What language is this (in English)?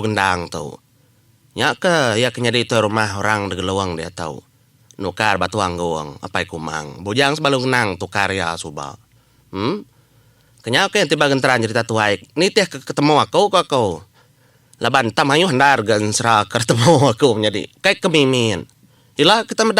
Iban